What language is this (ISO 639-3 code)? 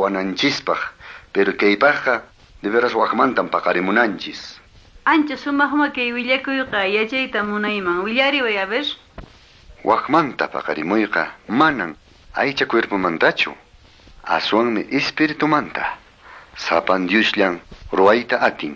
que